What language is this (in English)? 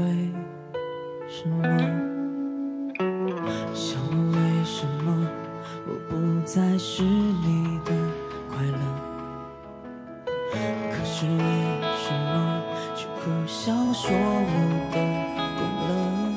Chinese